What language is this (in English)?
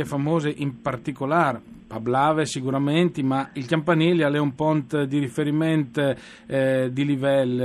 Friulian